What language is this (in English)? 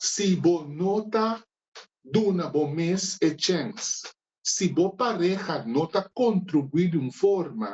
Papiamento